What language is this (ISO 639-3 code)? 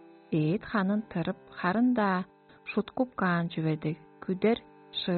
tyv